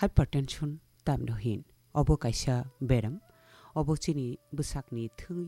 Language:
Kok Borok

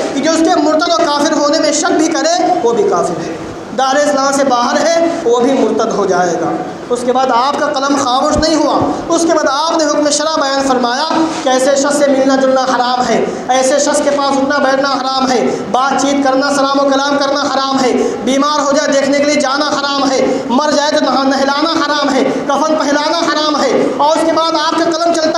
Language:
Urdu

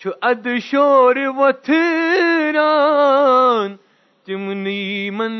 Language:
Kashmiri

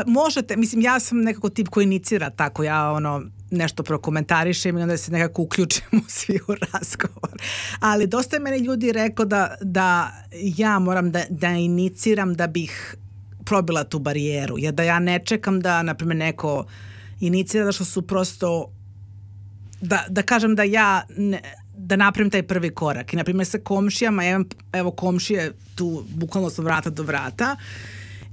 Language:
Serbian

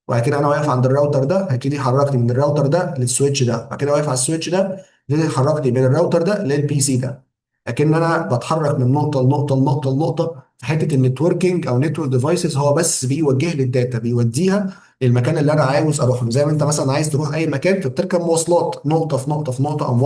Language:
Egyptian Arabic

